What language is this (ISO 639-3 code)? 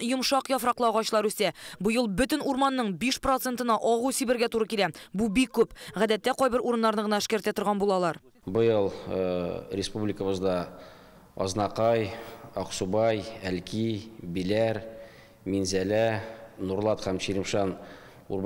tat